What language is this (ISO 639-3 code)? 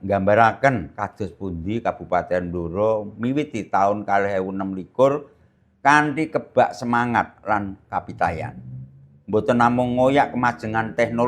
jav